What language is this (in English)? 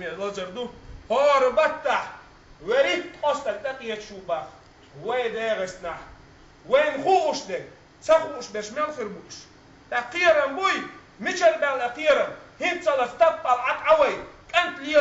Chechen